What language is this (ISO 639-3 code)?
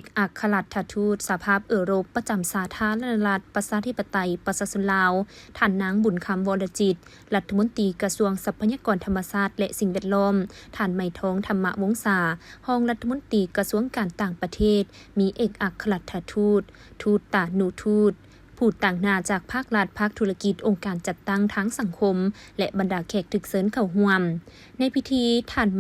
lao